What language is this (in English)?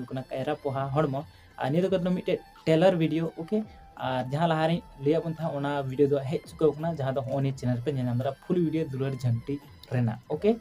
Santali